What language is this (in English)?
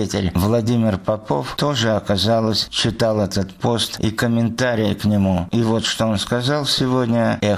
Russian